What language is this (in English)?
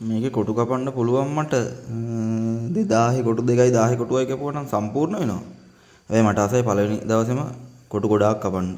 Sinhala